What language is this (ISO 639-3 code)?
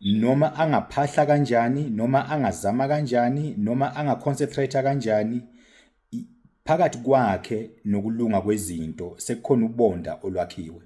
zul